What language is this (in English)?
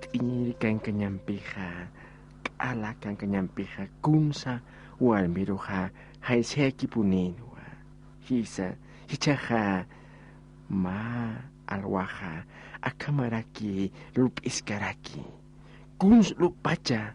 Aymara